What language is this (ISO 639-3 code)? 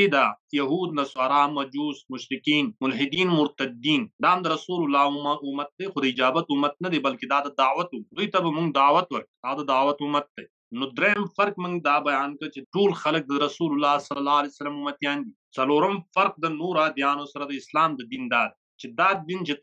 pus